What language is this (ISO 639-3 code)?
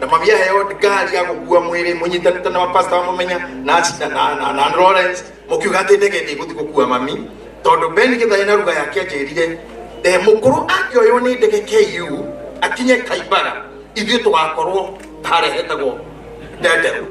kik